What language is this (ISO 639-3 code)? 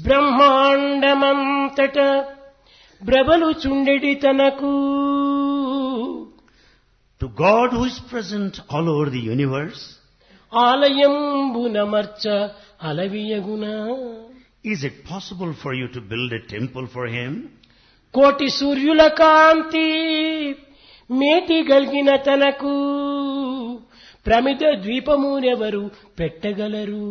tel